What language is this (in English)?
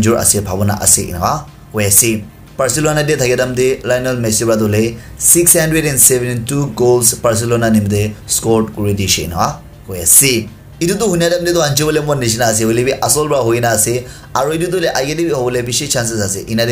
Naga Pidgin